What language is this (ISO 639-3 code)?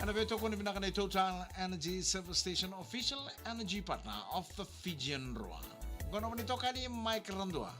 fij